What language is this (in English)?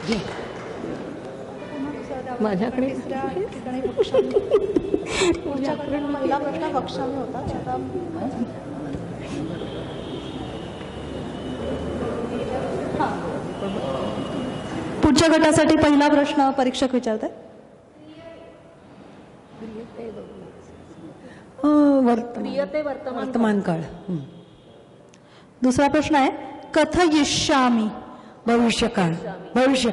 Marathi